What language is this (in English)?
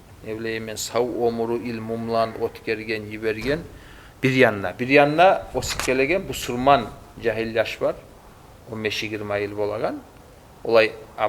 Kumyk